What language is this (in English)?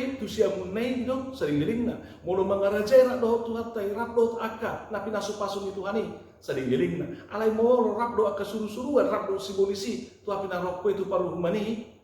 Batak Toba